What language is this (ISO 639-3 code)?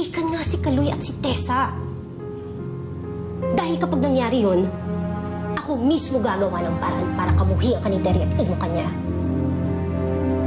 fil